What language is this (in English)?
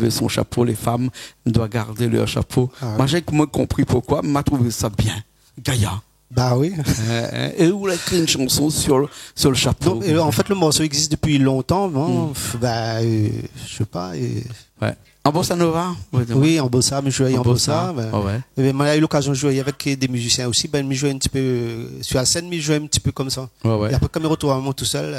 Réunion Creole French